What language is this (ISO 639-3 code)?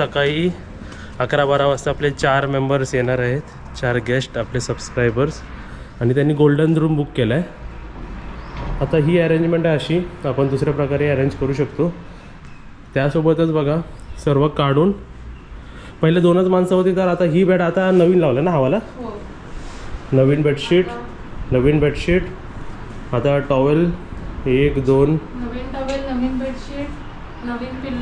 mar